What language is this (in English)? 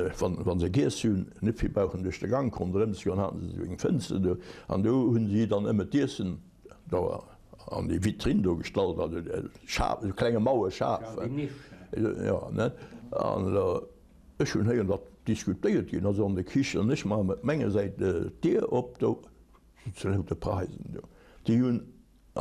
Luxembourgish